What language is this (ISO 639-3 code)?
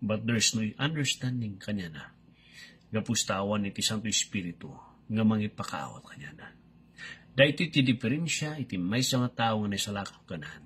ilo